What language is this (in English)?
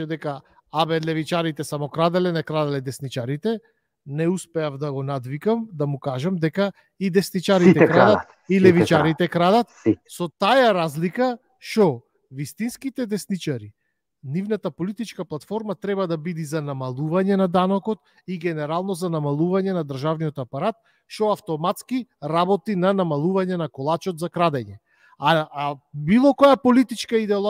Macedonian